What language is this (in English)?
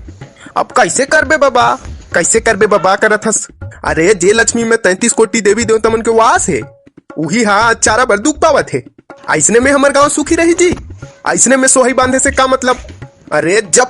Chhattisgarhi